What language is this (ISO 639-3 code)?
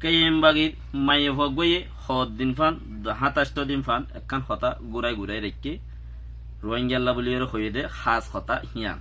rhg